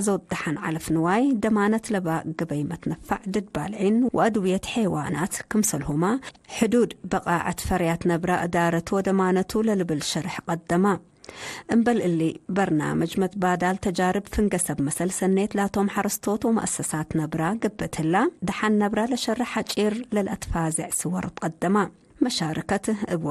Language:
Tigre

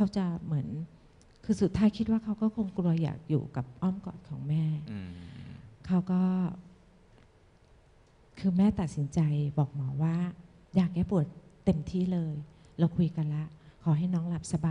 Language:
Thai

